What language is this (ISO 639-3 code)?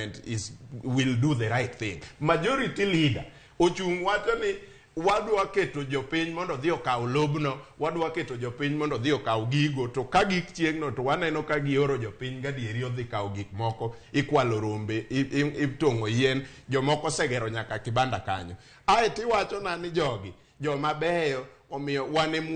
luo